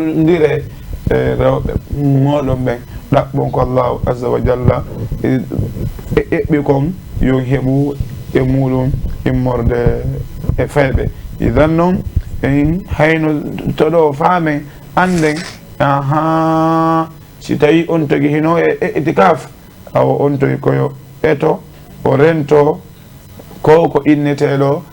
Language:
Fula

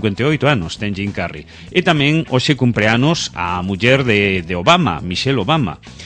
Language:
Galician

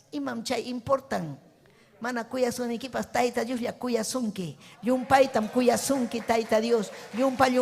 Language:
Ayacucho Quechua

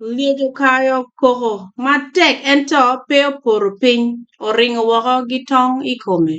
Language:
Acoli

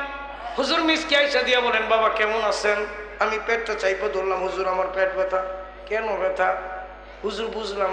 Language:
Bangla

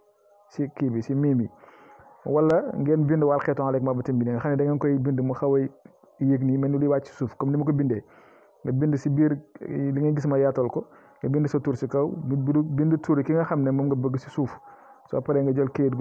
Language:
Wolof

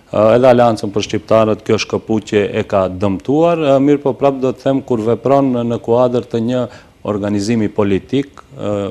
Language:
Albanian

